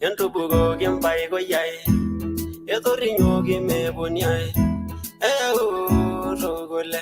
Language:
Masai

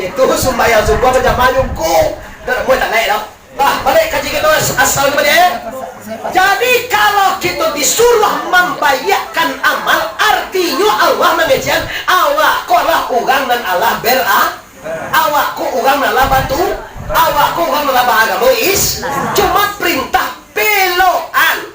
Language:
Minangkabau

